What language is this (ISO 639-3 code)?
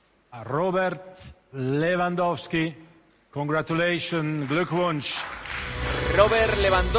spa